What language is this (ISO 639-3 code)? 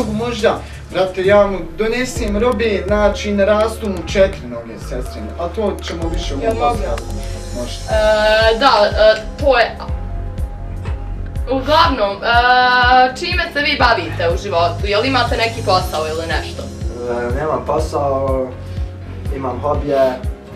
bos